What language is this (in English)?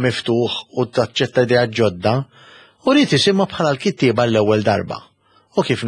Maltese